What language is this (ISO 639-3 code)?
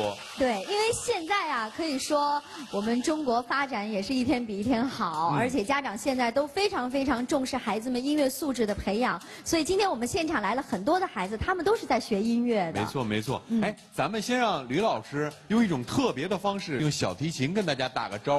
zho